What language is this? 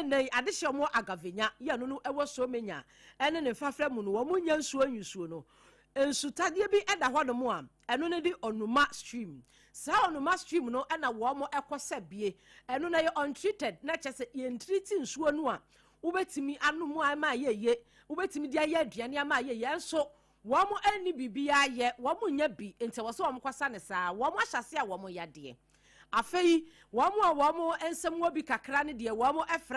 Akan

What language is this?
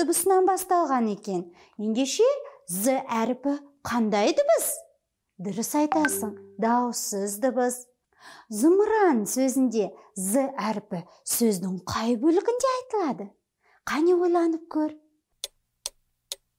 Kazakh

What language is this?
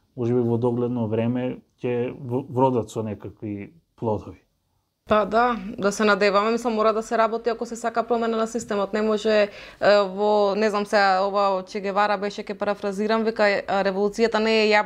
Macedonian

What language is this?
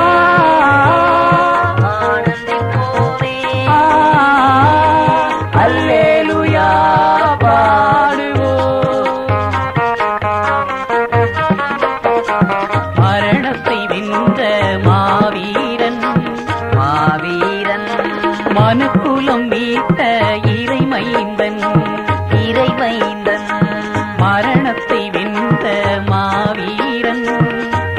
Tamil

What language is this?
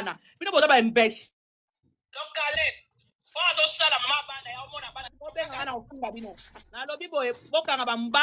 Lingala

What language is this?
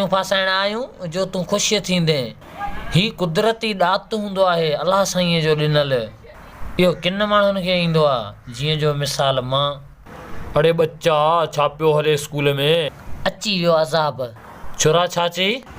Sindhi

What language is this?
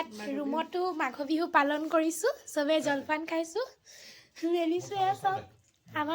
Assamese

